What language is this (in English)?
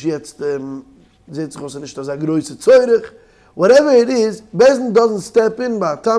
Yiddish